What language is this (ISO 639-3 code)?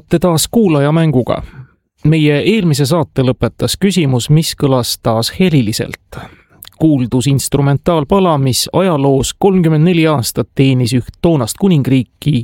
est